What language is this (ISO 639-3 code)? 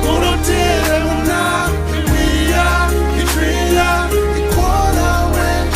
ach